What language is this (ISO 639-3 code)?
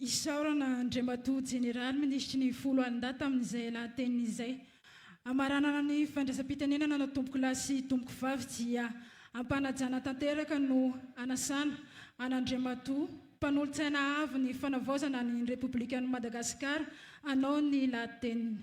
mlg